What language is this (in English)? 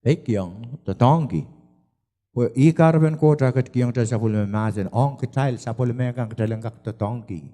Pohnpeian